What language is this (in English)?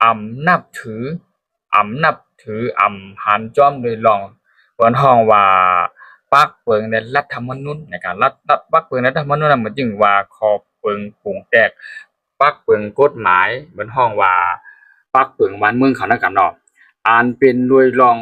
Shan